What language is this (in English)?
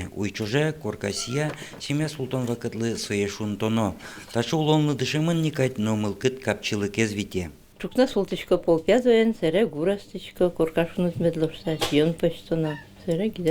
Udmurt